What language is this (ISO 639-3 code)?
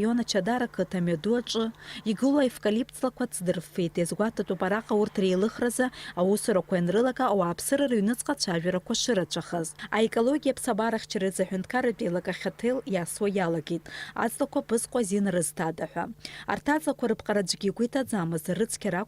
abk